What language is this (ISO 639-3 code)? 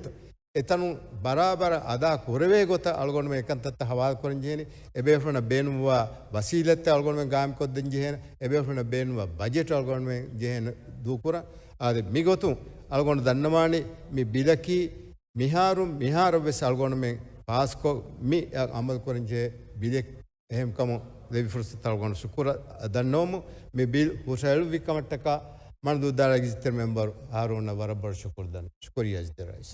div